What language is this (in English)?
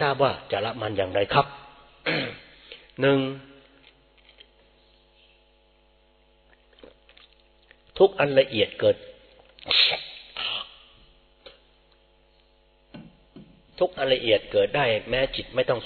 Thai